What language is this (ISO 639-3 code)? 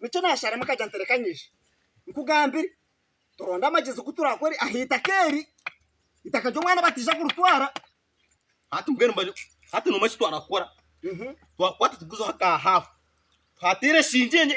nyn